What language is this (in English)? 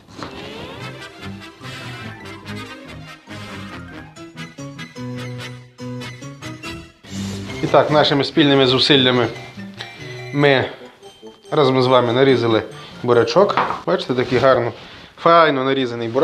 Ukrainian